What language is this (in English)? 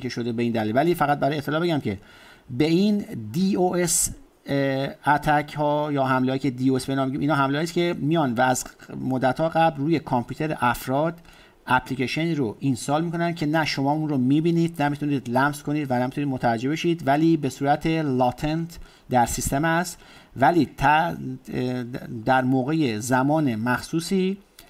Persian